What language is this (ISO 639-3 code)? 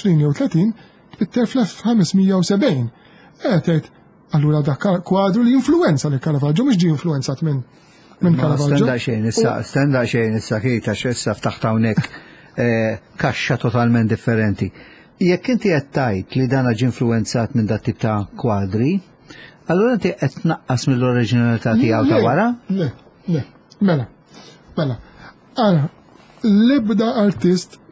mlt